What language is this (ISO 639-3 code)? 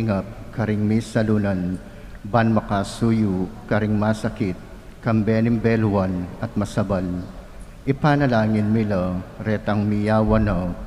pam